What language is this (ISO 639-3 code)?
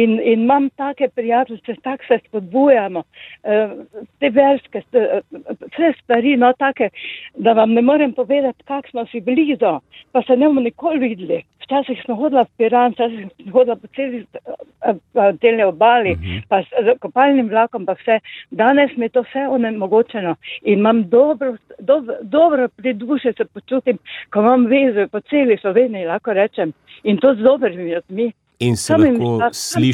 slv